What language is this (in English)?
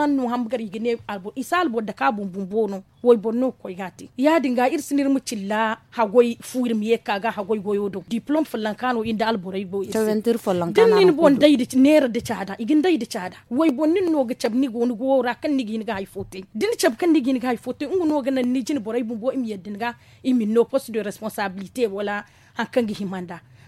Zarma